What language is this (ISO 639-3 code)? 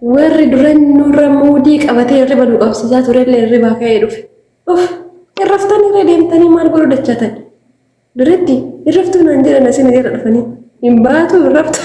orm